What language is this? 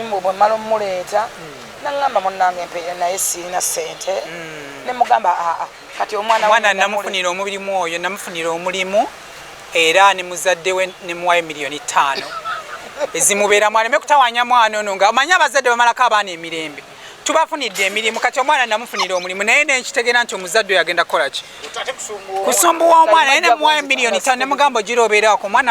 Ganda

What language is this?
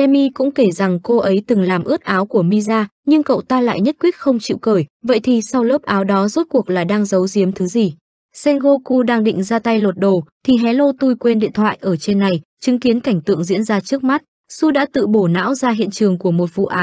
Vietnamese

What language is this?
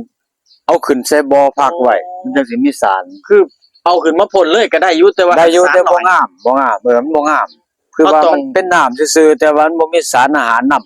Northeastern Thai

